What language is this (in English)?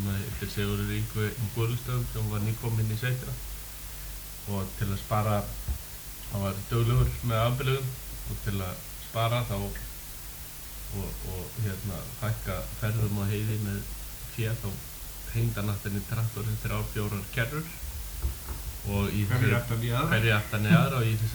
Icelandic